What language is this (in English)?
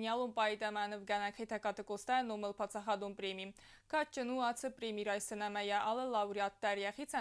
Ossetic